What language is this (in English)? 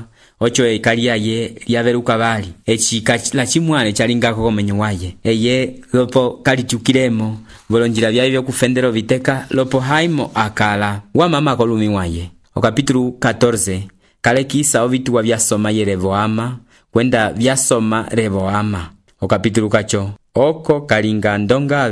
Umbundu